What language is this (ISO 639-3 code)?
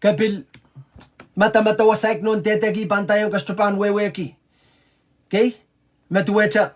pon